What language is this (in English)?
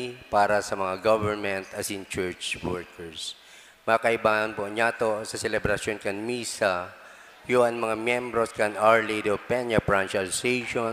Bikol